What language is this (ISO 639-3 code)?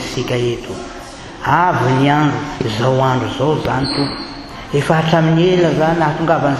mlg